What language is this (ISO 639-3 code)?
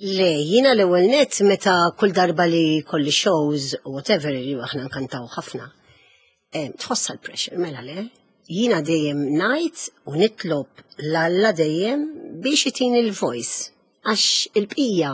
mlt